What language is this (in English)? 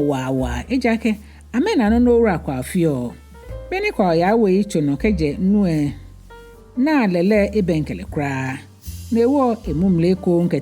Ga